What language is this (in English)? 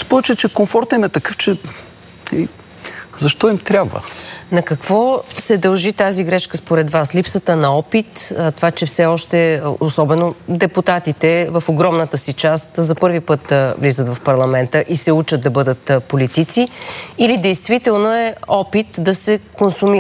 Bulgarian